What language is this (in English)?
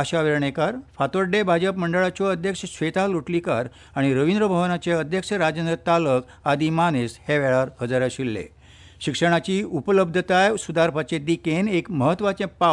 Konkani